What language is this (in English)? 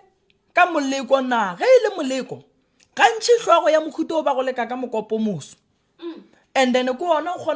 Northern Sotho